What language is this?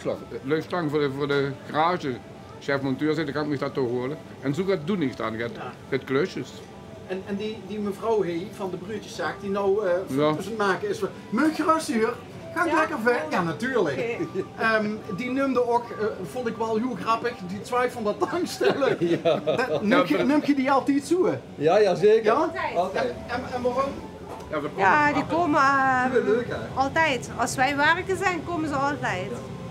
Limburgish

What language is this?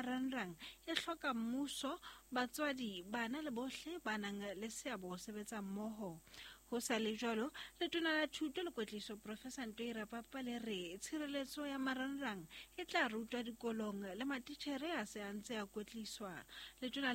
Southern Sotho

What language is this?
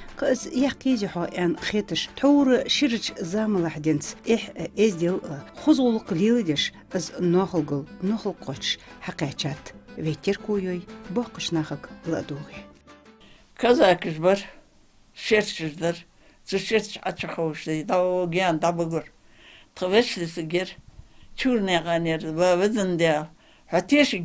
Ingush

